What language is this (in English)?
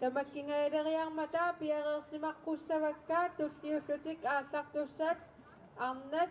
Kalaallisut